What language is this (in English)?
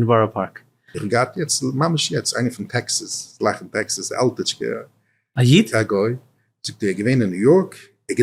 Yiddish